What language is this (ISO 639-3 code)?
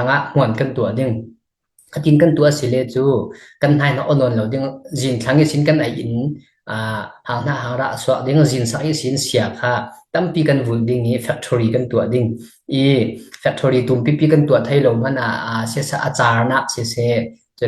cfm